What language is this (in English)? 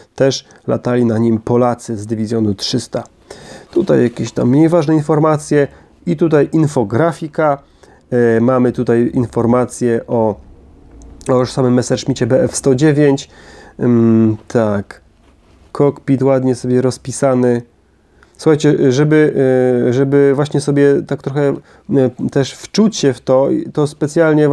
Polish